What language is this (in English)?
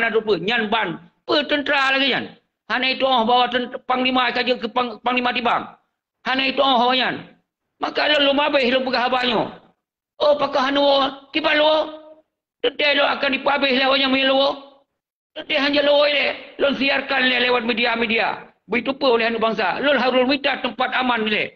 Achinese